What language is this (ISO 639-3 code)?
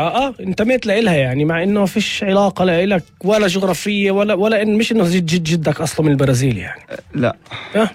apc